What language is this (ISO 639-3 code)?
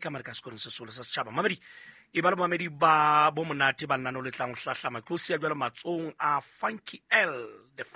sot